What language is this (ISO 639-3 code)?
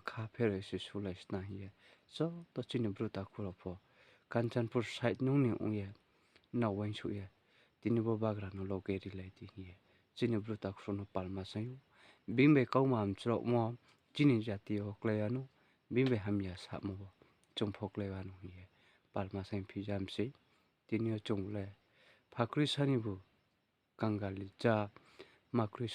ria